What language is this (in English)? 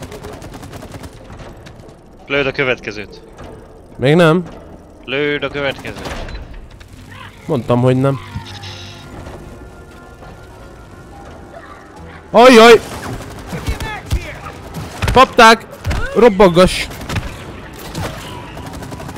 Hungarian